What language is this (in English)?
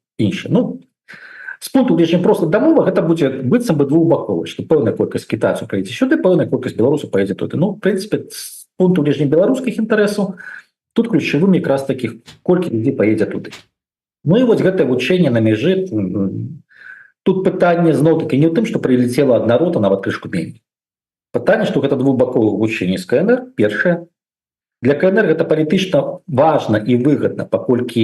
Belarusian